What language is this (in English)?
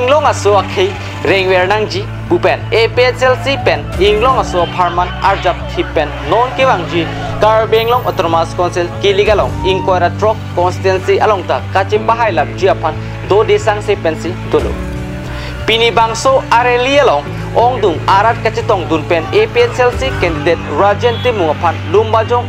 Karbi